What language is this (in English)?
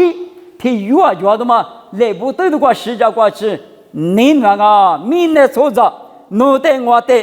Lisu